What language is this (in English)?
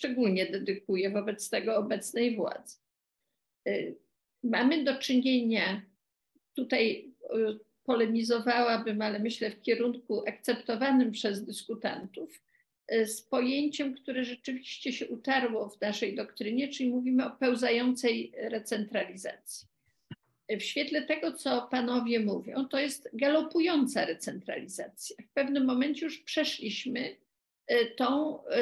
Polish